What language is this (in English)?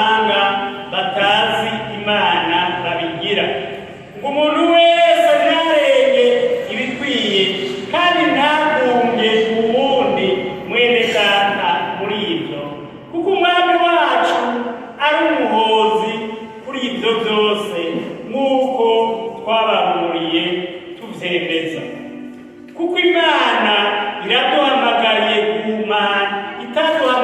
Rundi